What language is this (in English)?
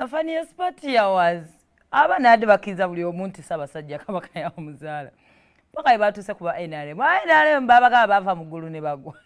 Ganda